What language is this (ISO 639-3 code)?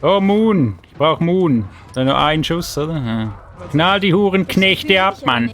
gsw